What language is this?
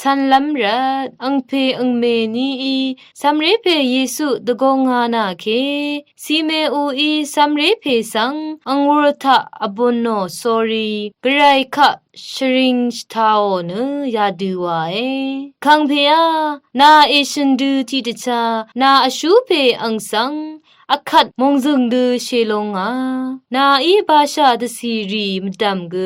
Rawang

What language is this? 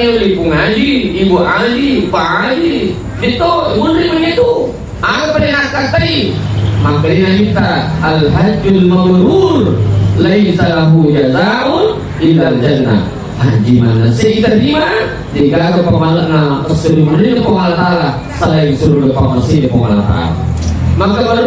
Buginese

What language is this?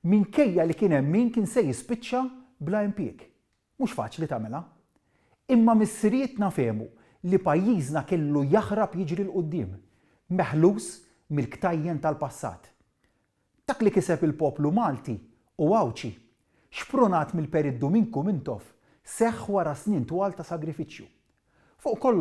Maltese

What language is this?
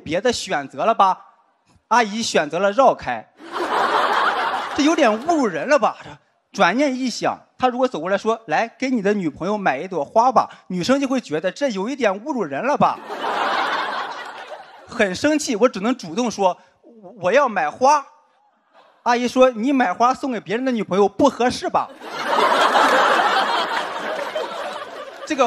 Chinese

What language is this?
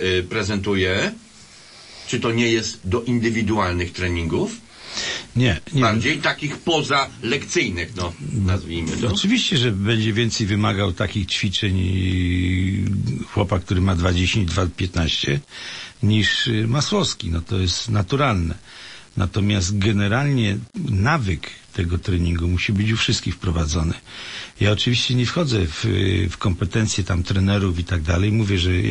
Polish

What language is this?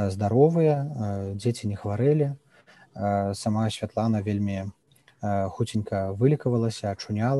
Belarusian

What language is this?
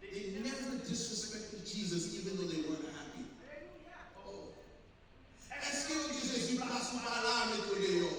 Haitian Creole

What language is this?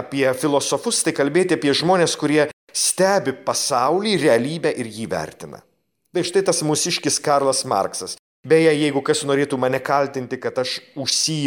Lithuanian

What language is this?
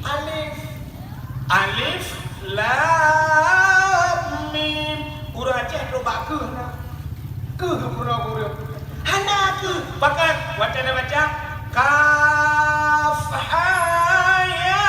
Achinese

